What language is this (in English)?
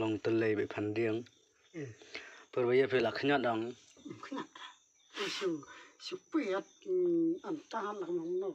Khasi